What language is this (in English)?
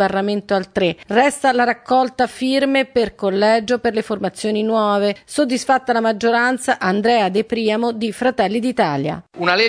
Italian